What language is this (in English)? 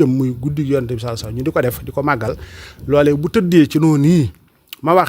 Wolof